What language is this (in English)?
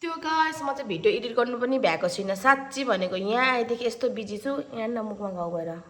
Nepali